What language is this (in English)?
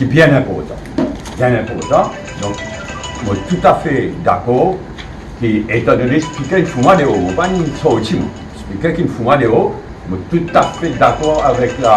Morisyen